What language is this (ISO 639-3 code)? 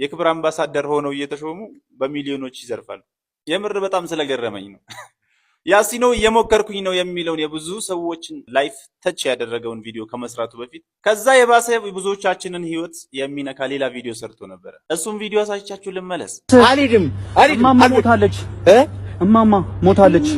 amh